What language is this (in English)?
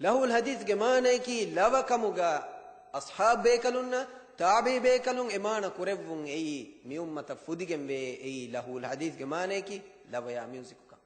Divehi